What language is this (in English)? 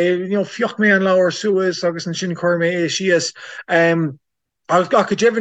Irish